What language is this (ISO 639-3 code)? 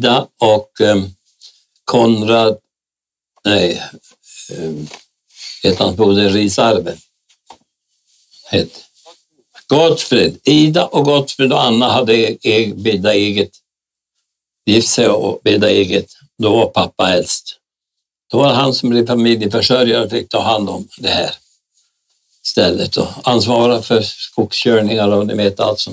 swe